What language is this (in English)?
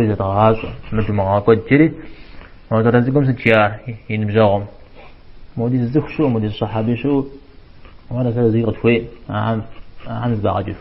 Kabardian